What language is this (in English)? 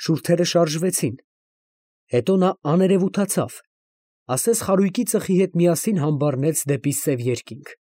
Armenian